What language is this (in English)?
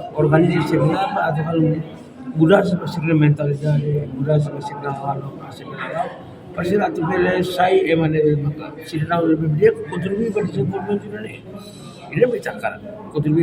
Tetum